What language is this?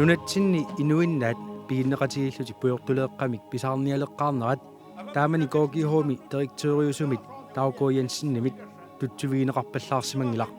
Kalaallisut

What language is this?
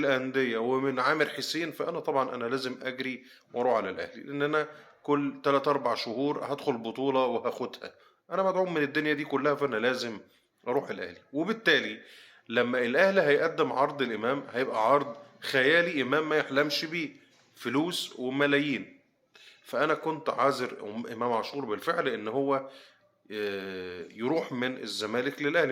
Egyptian Arabic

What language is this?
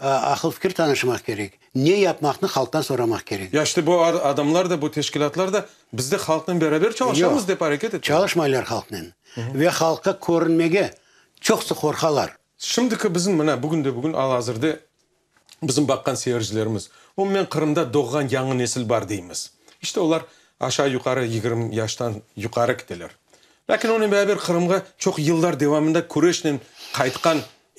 Crimean Tatar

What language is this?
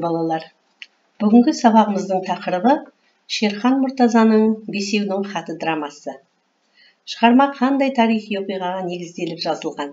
Kazakh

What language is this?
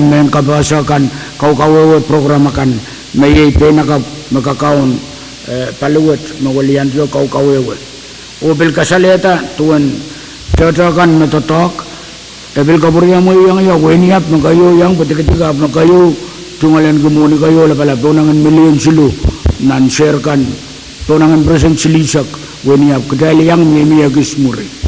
Pohnpeian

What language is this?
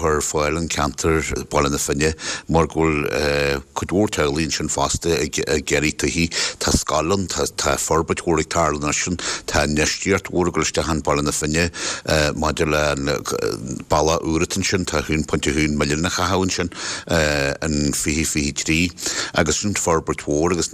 Irish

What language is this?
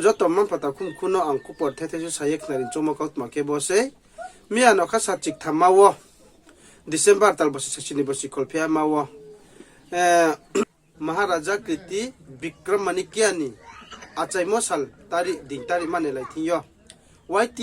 Riang (India)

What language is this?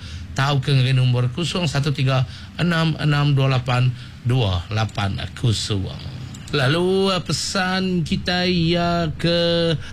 Iban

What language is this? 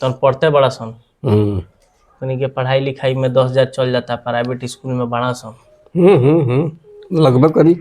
Bhojpuri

